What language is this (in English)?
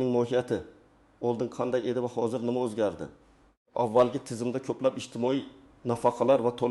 Uzbek